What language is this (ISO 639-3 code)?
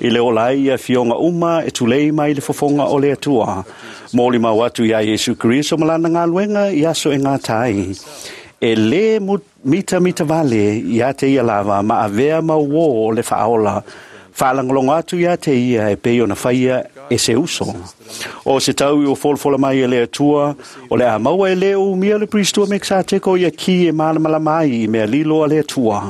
smo